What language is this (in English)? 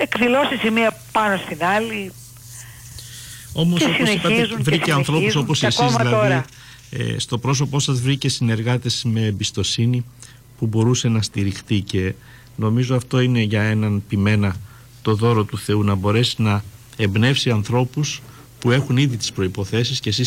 Greek